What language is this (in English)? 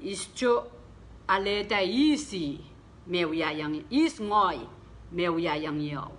Pohnpeian